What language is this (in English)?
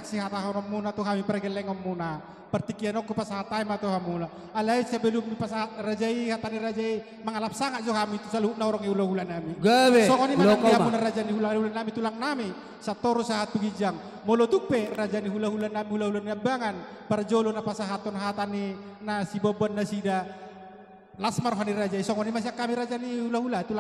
Batak Toba